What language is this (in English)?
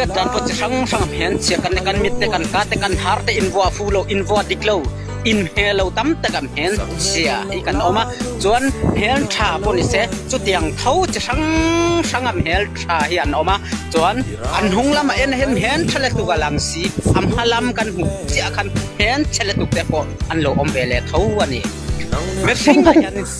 Mizo